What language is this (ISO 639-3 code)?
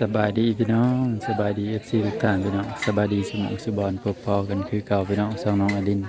tts